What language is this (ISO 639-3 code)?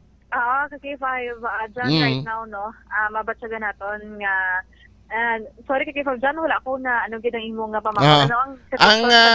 hil